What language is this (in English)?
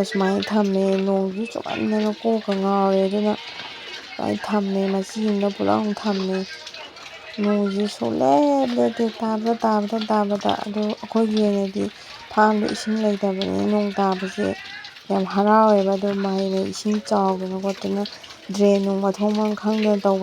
Manipuri